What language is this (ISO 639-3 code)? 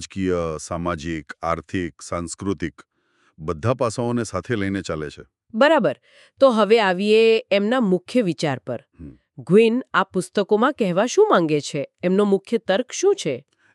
guj